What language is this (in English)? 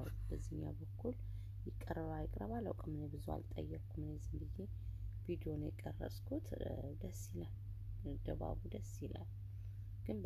Amharic